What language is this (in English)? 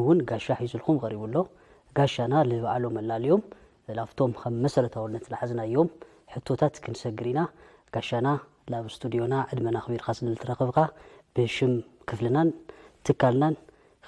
Tigrinya